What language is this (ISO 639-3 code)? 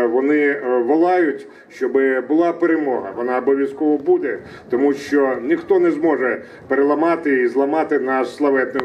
ukr